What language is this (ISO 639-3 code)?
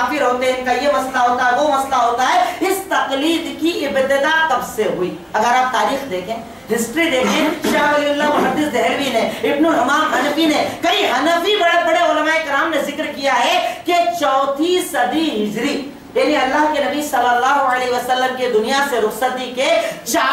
urd